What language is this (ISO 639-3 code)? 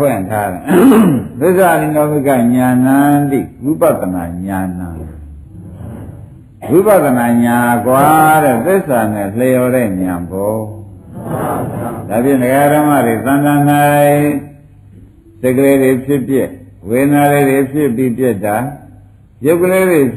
mya